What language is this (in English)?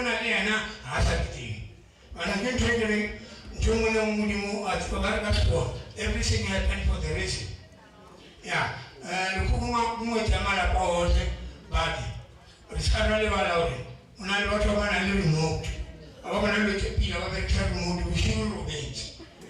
Northern Sotho